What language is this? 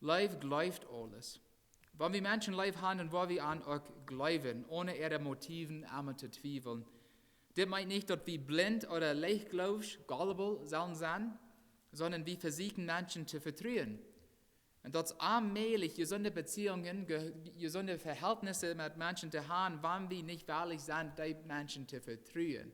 Plautdietsch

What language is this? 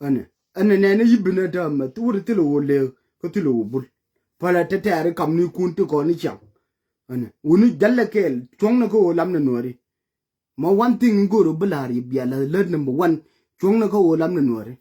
Nuer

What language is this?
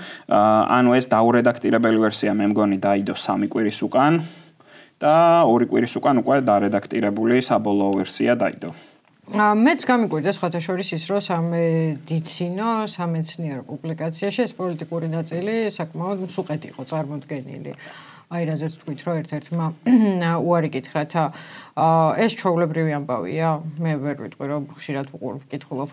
Georgian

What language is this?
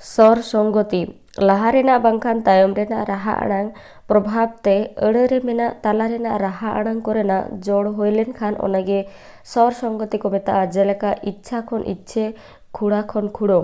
Santali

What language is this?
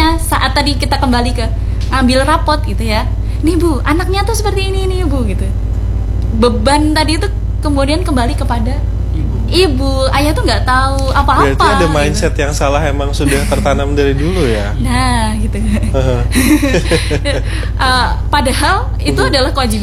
Indonesian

